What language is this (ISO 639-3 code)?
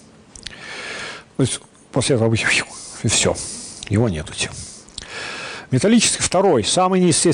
rus